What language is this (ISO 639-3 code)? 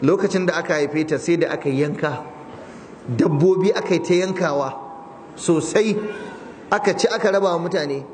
hau